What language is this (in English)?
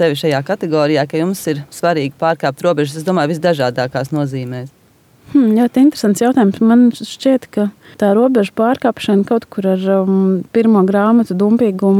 Latvian